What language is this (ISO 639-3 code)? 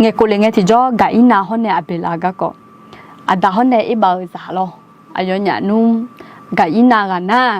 ahk